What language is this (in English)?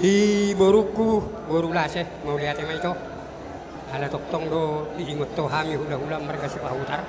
Batak Toba